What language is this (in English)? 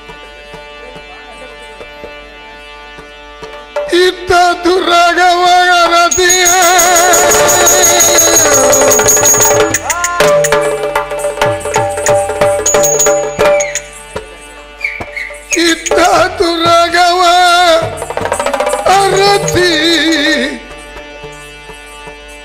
Kannada